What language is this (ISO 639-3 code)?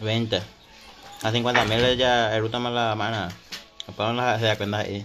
grn